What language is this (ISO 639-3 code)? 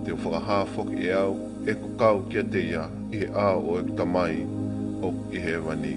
ton